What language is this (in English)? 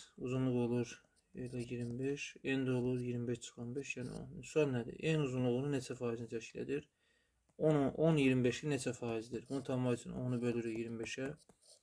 Azerbaijani